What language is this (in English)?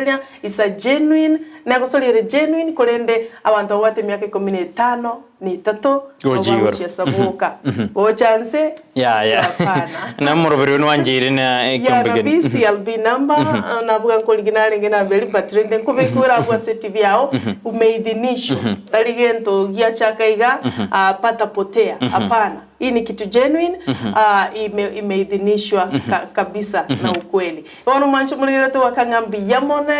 Gusii